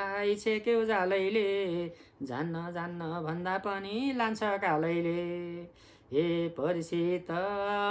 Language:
Nepali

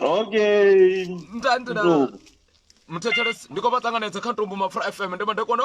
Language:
Venda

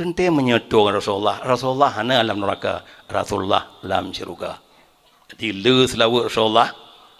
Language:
Achinese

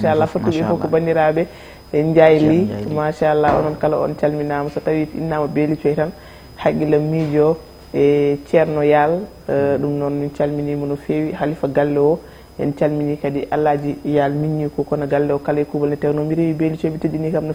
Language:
Fula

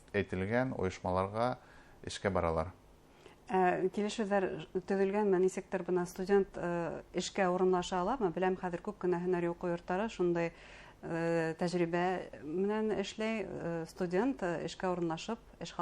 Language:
Bashkir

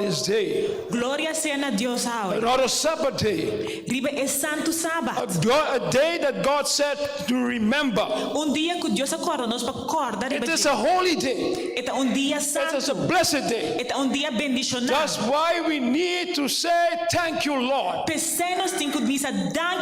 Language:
Papiamento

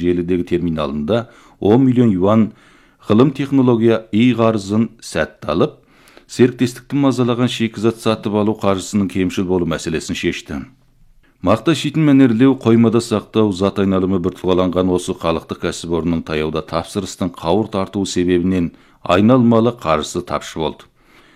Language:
Kazakh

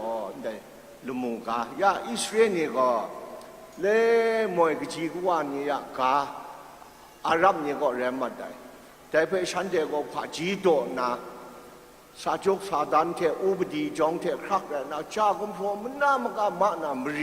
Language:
Kachin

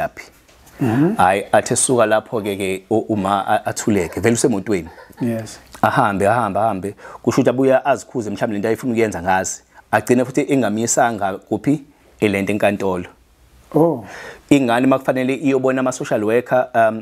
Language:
Zulu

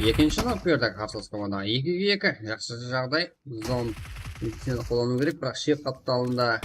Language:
Kara-Kalpak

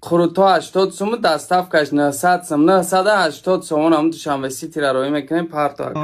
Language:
Tajik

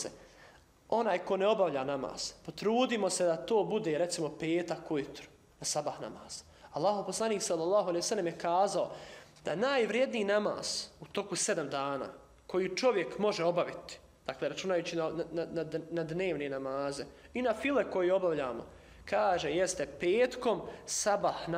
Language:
Bosnian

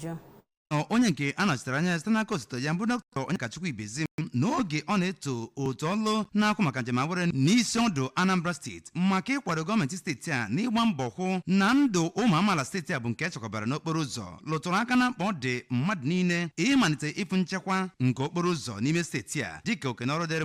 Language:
Igbo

